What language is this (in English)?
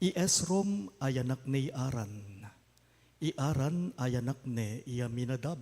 Pampanga